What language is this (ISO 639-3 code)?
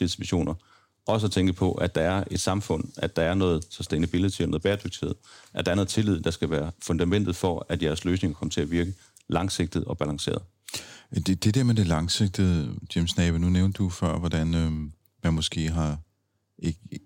dan